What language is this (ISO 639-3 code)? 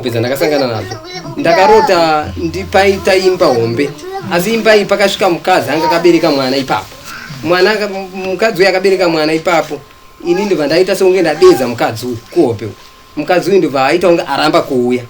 sna